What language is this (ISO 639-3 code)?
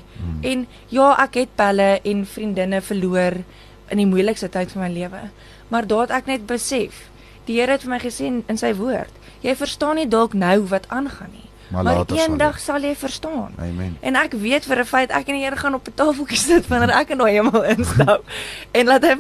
afr